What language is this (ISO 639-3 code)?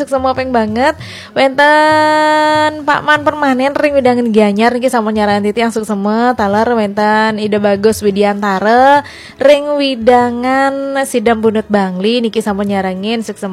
ban